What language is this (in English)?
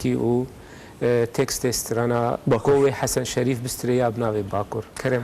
Kurdish